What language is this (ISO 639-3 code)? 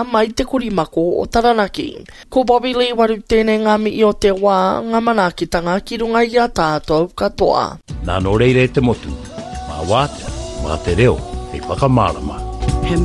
mri